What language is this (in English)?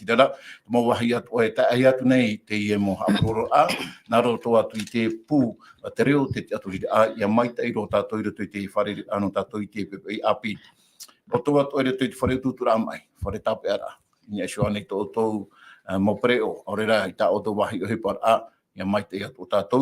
Tahitian